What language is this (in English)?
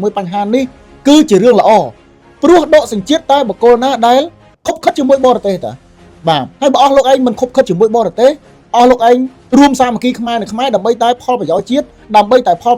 Khmer